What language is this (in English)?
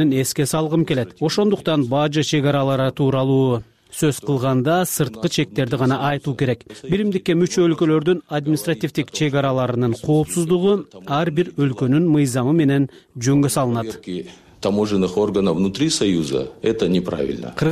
Kyrgyz